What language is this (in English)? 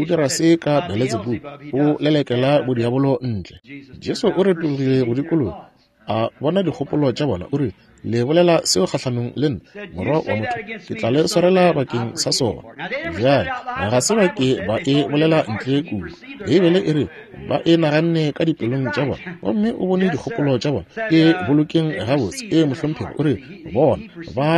Northern Sotho